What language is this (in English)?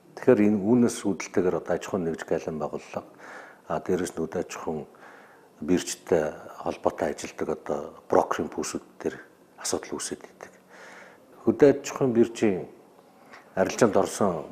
Mongolian